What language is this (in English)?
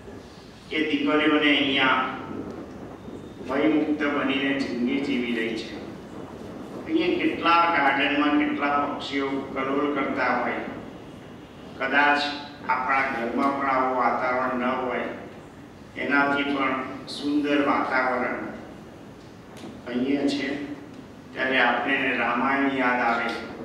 Gujarati